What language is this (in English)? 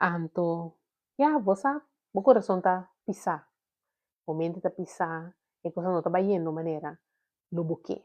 Papiamento